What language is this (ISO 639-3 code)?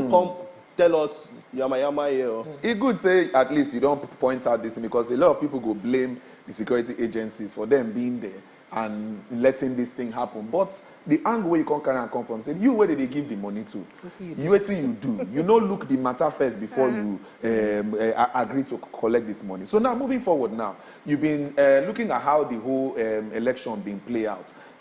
pcm